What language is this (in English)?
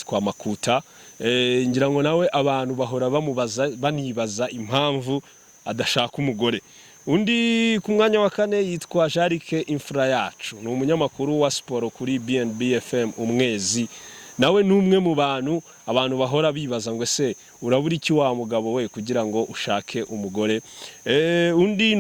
Kinyarwanda